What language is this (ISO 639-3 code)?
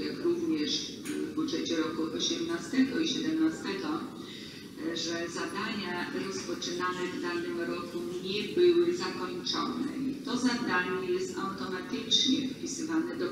pol